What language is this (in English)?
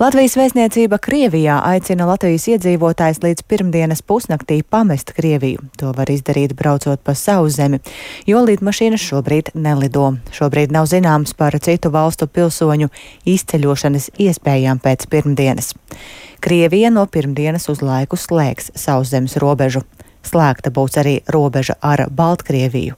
Latvian